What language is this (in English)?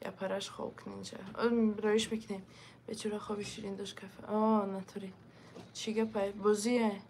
Tajik